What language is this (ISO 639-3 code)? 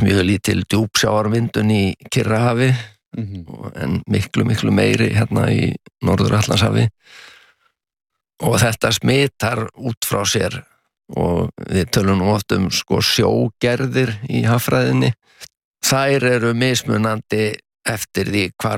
isl